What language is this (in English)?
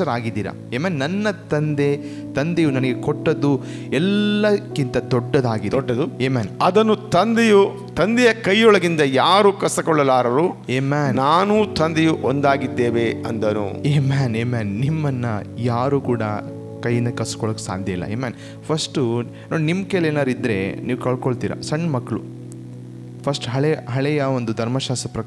Kannada